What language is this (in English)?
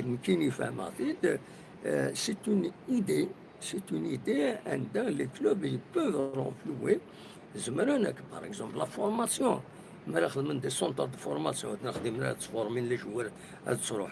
Kabyle